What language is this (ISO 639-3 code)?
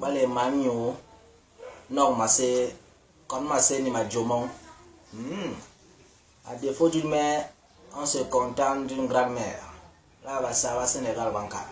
bas